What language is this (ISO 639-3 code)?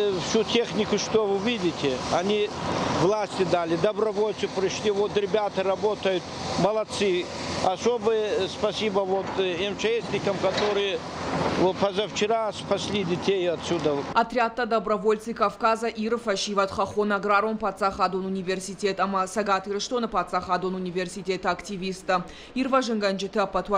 oss